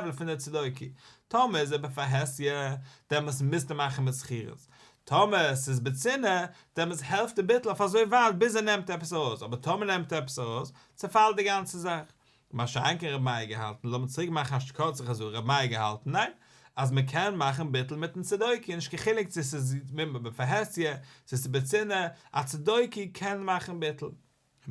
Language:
Yiddish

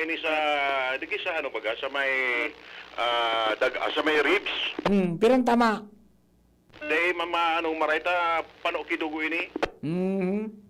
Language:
Bikol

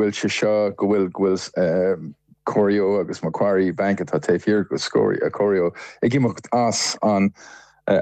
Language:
Irish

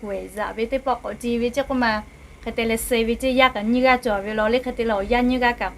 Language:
Lahu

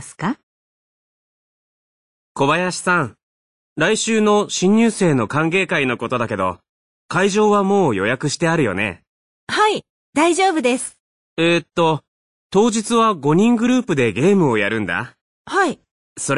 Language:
Japanese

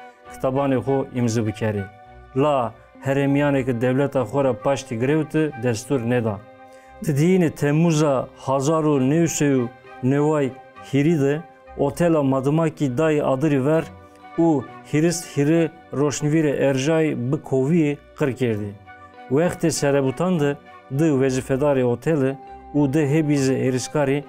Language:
Zaza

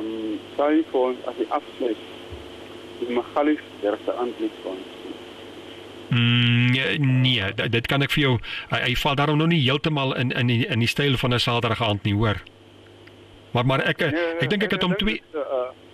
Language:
Afrikaans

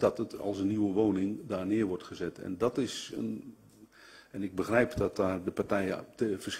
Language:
Dutch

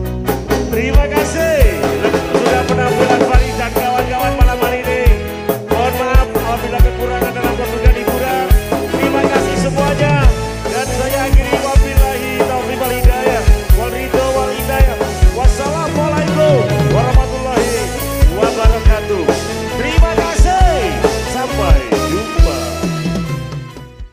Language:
Indonesian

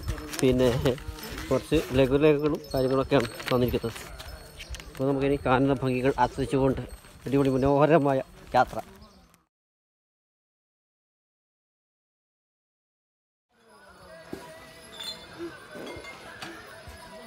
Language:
Malayalam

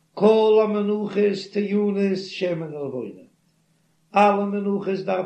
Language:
Yiddish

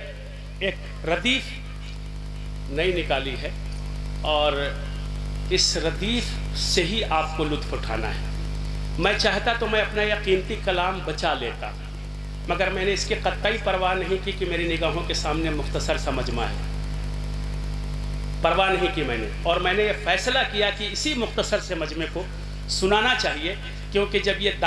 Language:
Urdu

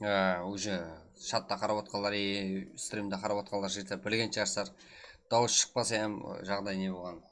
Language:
Kara-Kalpak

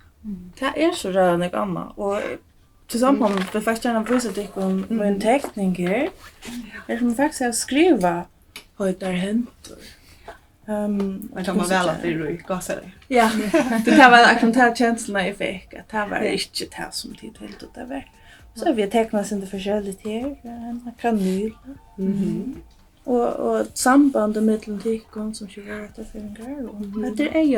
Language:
Faroese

